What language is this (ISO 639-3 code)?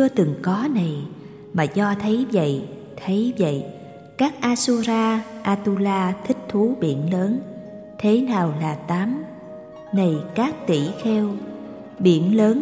vie